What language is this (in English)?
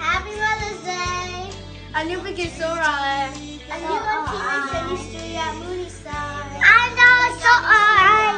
Kachin